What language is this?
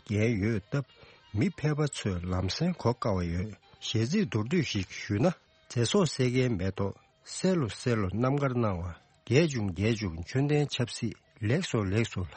Tibetan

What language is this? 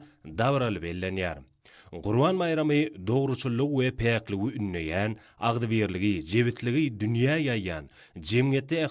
Turkmen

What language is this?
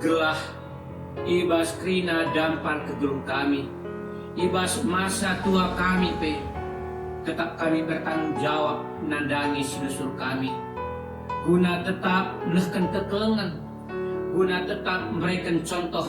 Batak Karo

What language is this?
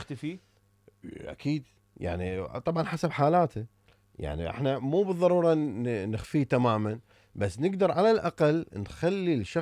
Mesopotamian Arabic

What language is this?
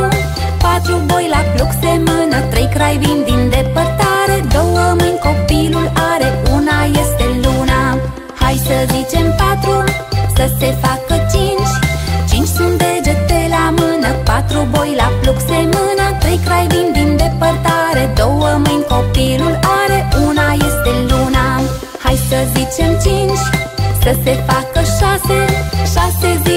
Romanian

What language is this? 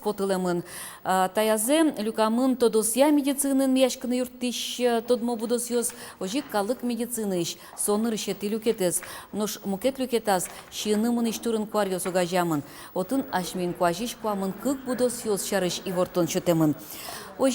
Udmurt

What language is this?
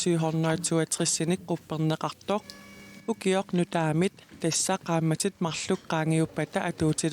Kalaallisut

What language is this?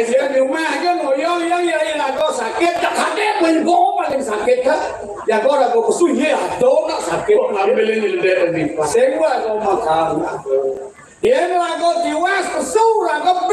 Balinese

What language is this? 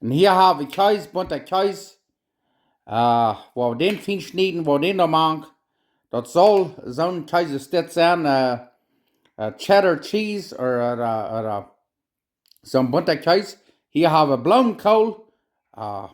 Plautdietsch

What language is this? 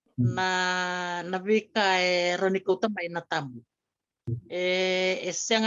Fijian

